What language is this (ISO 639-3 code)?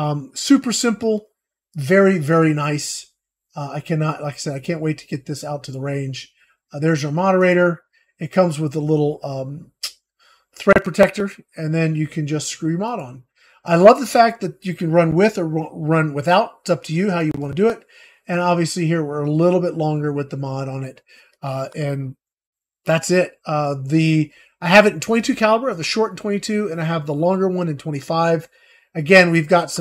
eng